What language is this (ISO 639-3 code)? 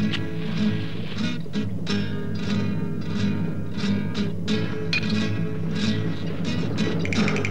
nor